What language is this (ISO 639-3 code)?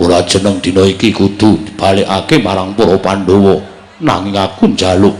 jav